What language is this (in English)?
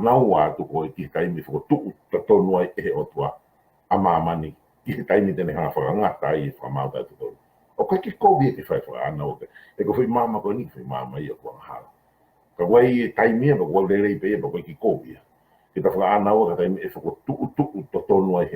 Tongan